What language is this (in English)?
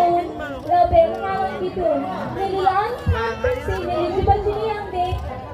Karbi